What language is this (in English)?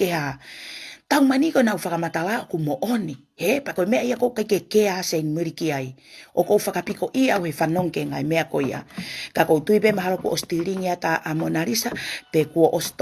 Tongan